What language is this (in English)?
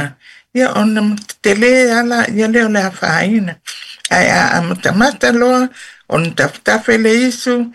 Samoan